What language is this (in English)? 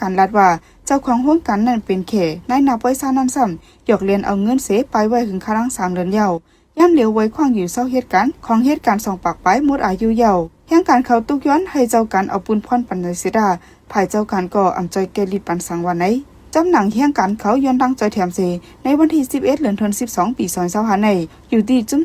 Shan